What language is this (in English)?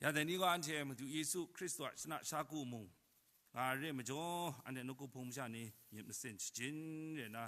Kachin